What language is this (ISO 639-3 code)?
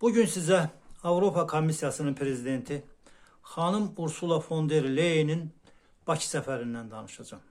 aze